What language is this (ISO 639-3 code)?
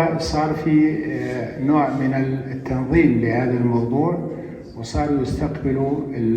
apc